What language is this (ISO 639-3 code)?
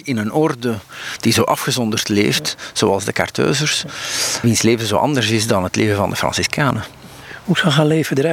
nld